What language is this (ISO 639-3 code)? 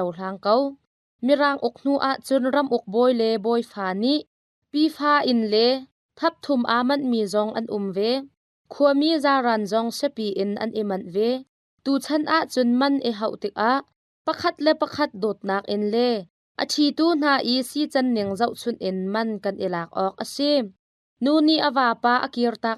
cnh